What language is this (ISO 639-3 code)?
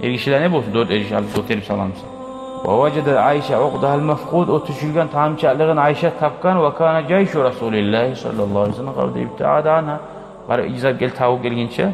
kum